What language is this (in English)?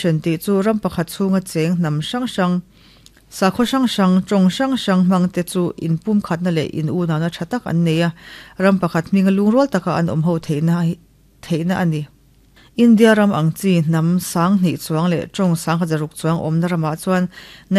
Mizo